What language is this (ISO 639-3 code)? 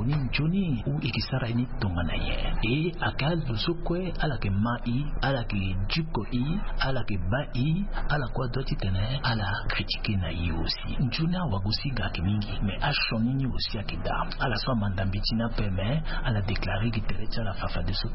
sag